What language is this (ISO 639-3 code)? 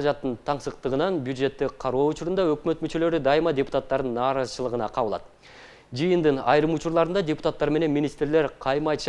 kir